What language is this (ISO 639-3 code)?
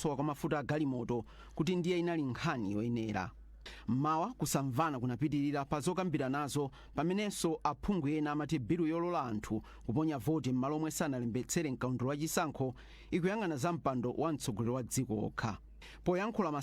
nya